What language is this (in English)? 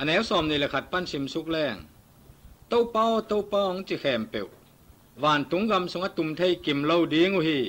Tedim Chin